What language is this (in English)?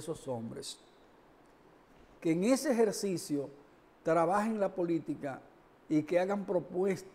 Spanish